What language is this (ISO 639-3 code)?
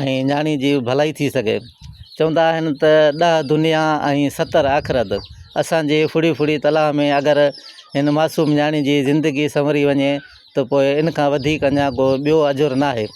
snd